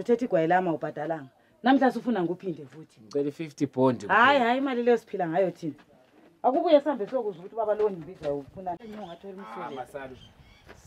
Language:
Zulu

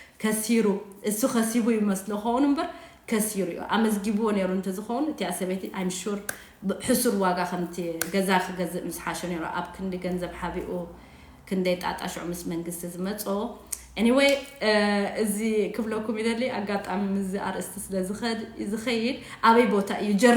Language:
Tigrinya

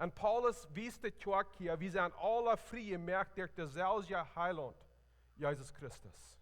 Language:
Plautdietsch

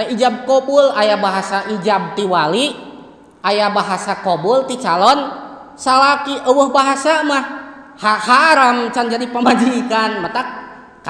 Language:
Sundanese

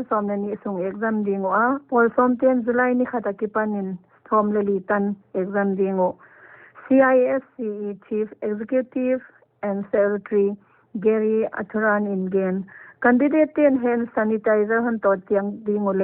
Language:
Paite Chin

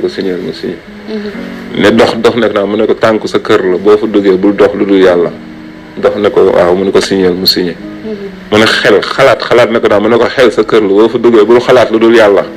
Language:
Wolof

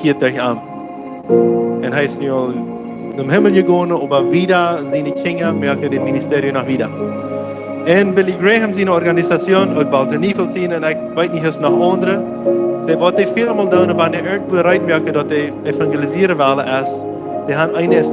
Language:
Plautdietsch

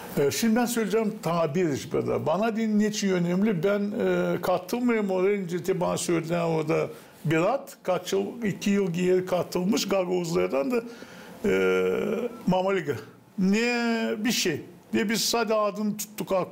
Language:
Gagauz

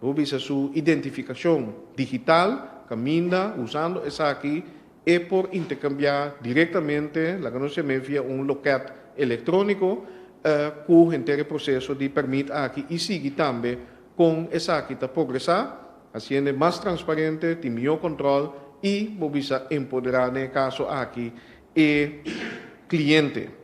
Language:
Papiamento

